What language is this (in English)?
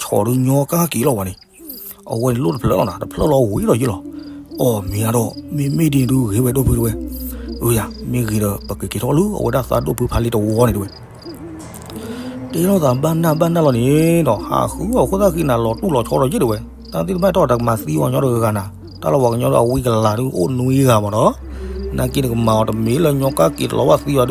S'gaw Karen